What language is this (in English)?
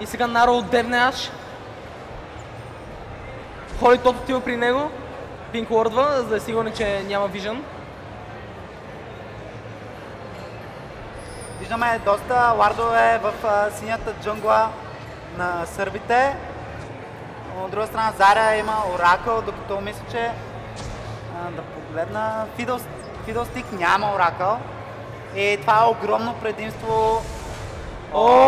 Bulgarian